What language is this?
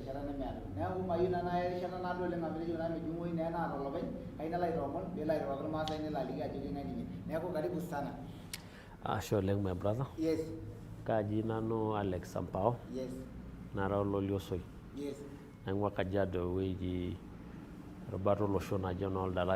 Masai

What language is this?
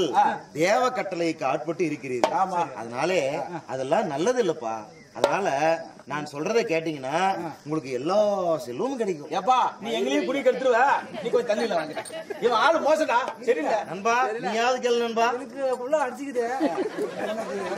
Tamil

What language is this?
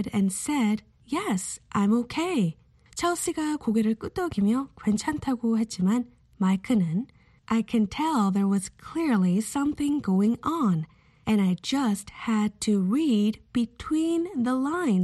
Korean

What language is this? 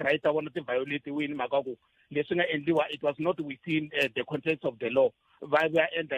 Tsonga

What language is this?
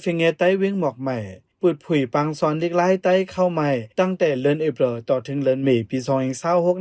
Shan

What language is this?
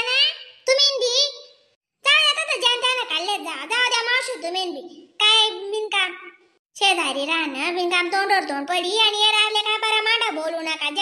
Khandesi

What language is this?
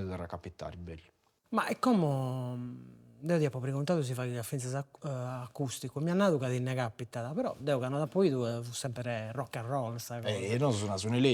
Sardinian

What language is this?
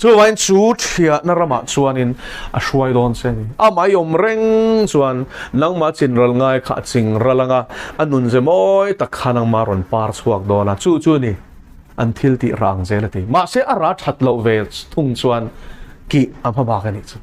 Mizo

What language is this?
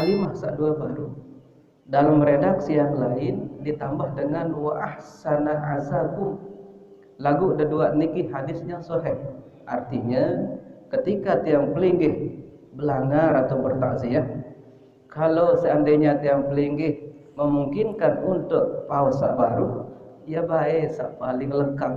Sasak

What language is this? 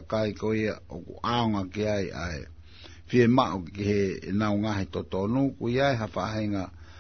Tongan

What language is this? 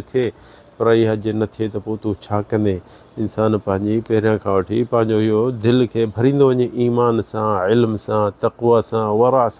Sindhi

